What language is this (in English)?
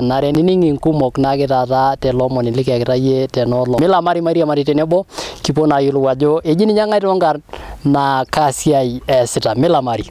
Masai